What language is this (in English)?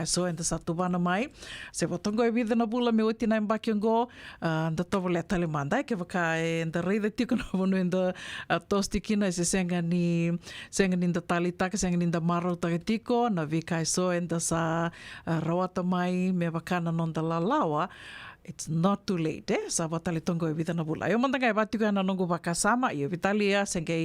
Fijian